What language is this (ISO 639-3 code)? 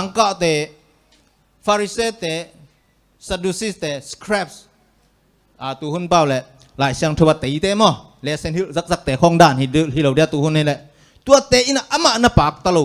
ctd